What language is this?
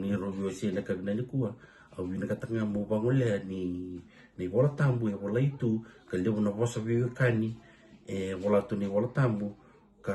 Fijian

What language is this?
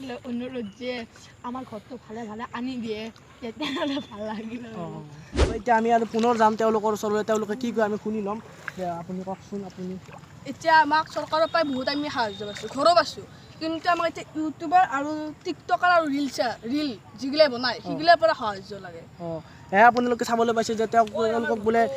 Assamese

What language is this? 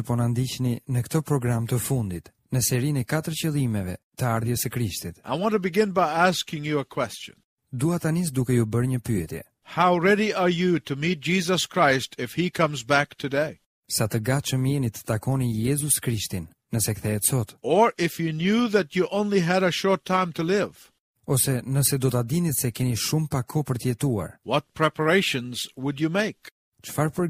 Albanian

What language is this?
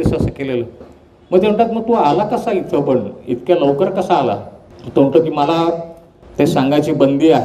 Marathi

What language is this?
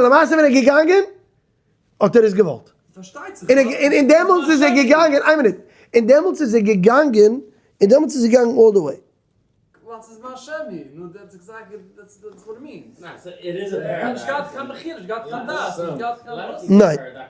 Yiddish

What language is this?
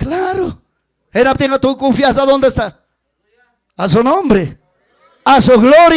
Ayacucho Quechua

